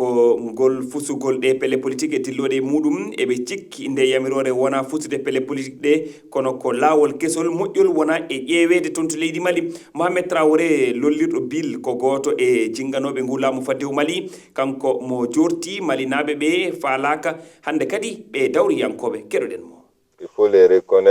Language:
Fula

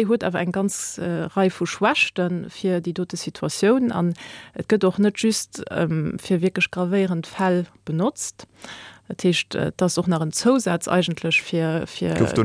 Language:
Luxembourgish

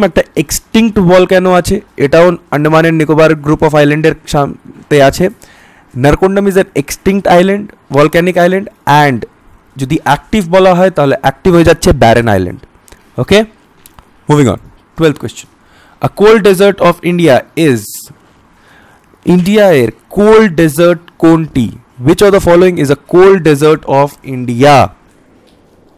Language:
Bangla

